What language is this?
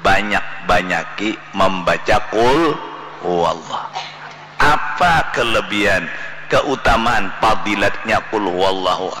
Banjar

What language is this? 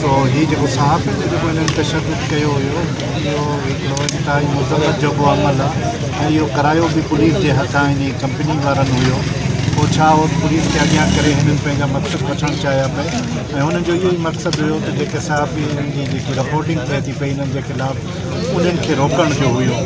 Sindhi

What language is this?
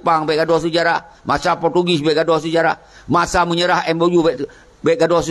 Achinese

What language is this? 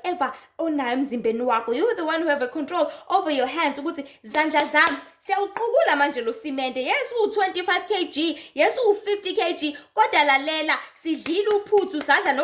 Zulu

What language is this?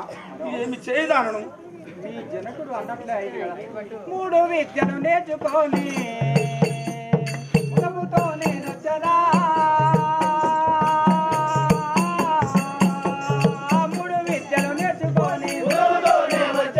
Telugu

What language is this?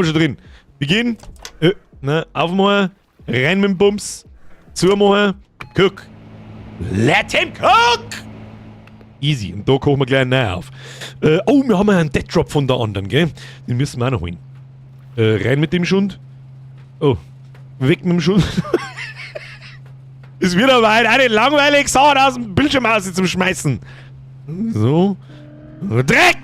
Bavarian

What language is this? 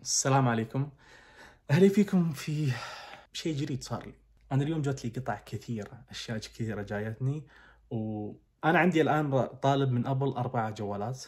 Najdi Arabic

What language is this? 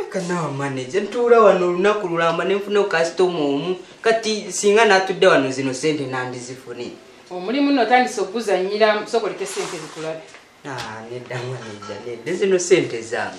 Ganda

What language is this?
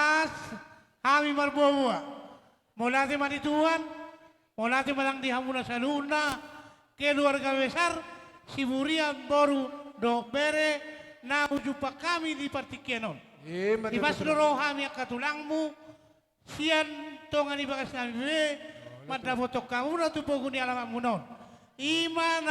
Batak Toba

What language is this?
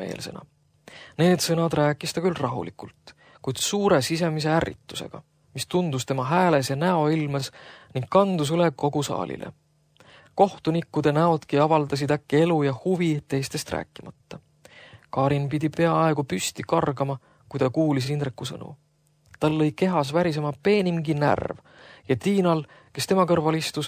Estonian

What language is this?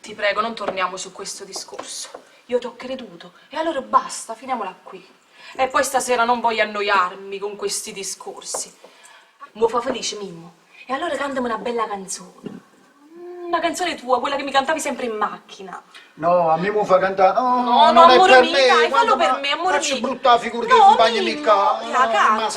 Neapolitan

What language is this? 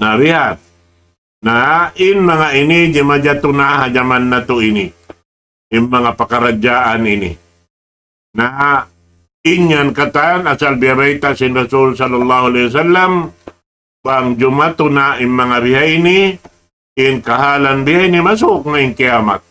Tausug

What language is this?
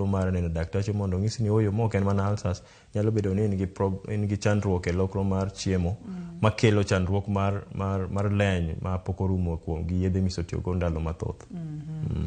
Luo (Kenya and Tanzania)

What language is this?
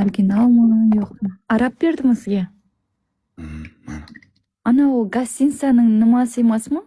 Uzbek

